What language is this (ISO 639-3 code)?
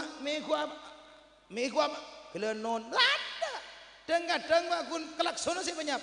mad